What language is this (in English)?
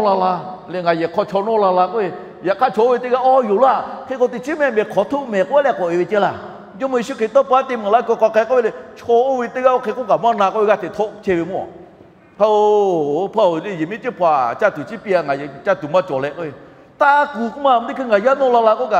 Lahu